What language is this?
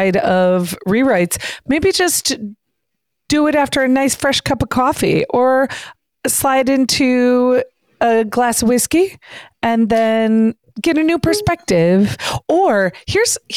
English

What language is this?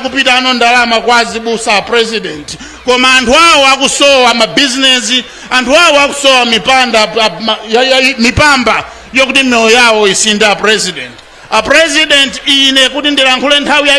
Nyanja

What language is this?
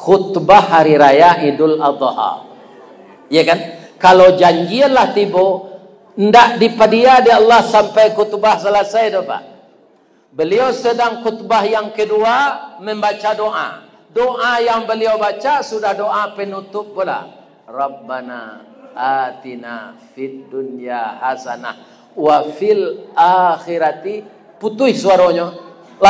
Minangkabau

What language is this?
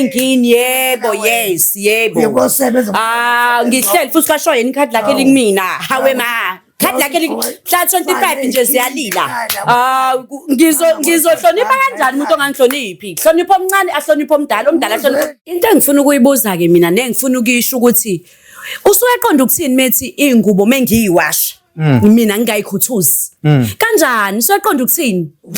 Zulu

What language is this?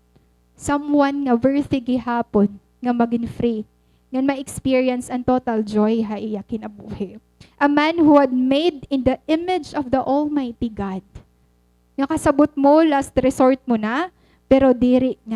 Waray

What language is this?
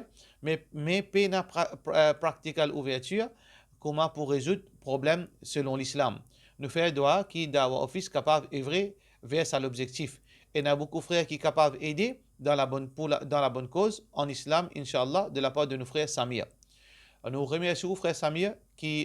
Morisyen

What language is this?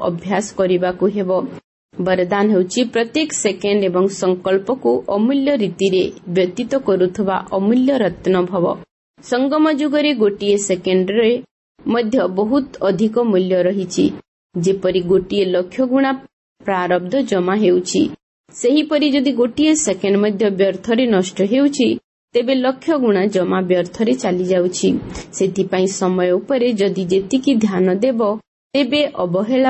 Odia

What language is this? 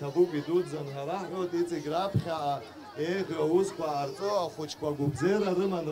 Abkhazian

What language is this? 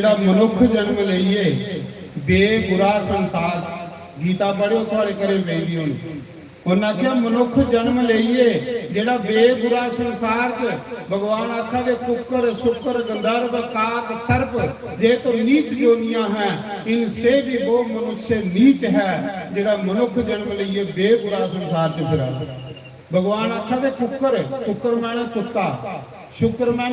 Dogri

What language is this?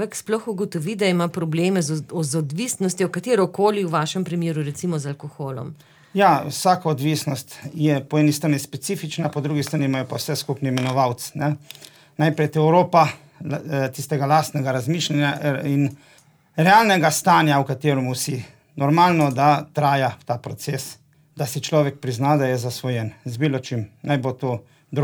Slovenian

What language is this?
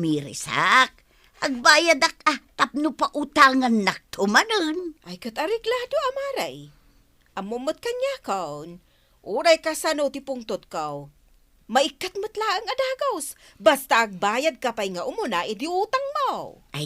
Iloko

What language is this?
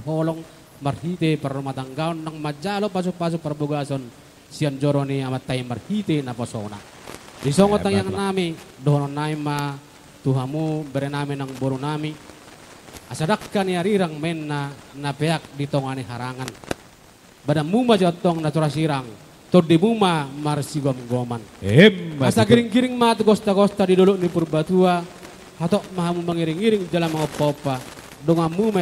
Batak Toba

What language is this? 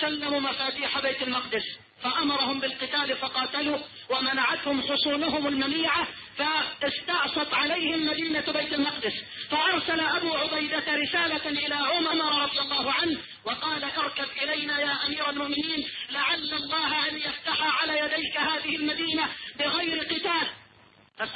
Arabic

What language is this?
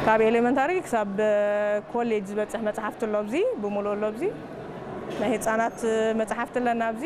Tigrinya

